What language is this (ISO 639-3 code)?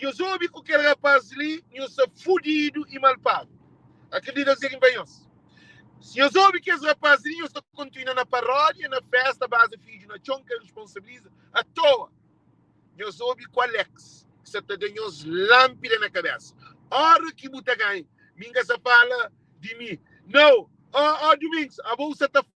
kea